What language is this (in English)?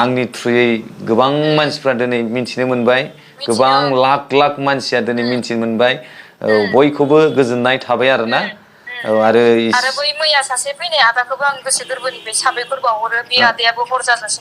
Bodo